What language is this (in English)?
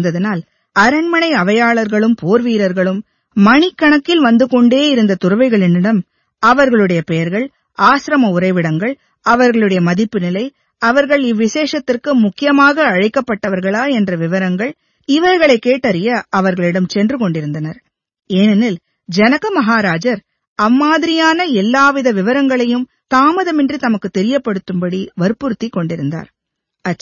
Tamil